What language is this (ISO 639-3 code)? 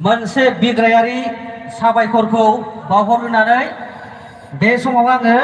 brx